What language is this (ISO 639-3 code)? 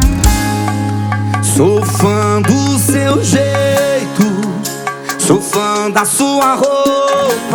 por